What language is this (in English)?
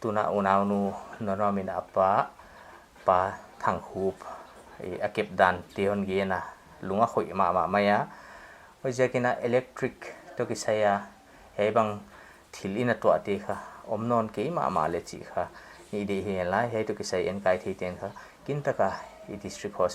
Paite Chin